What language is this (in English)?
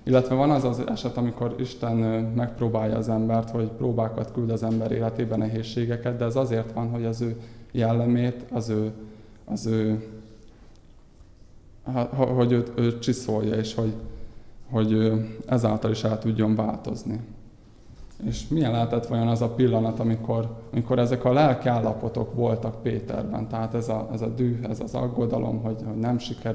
Hungarian